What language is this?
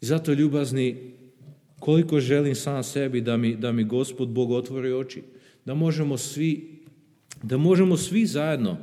Serbian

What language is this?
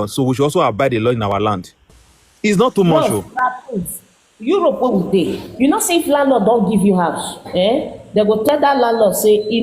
Nigerian Pidgin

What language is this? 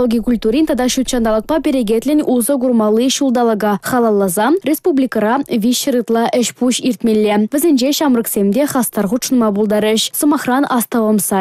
Chuvash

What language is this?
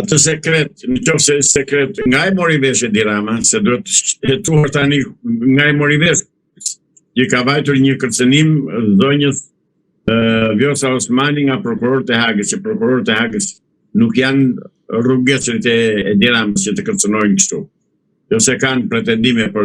Albanian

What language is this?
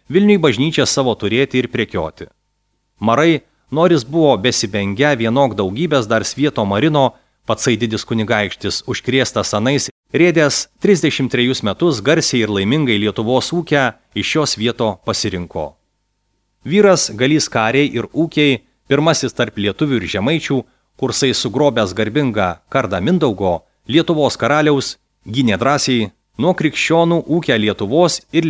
Lithuanian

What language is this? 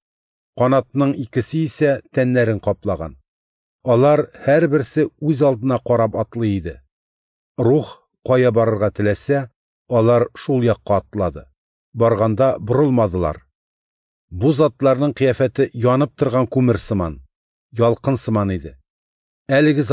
Tatar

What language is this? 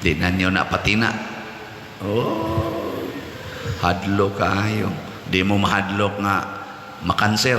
Cebuano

